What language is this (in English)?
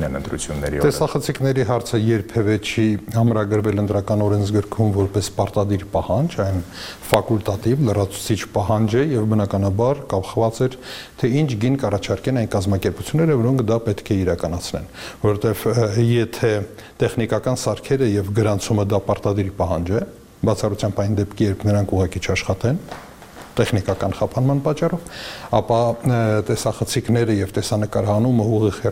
Armenian